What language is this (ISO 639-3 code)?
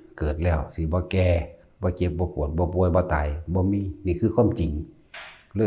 tts